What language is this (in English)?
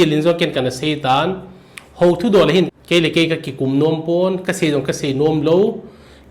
Thado Chin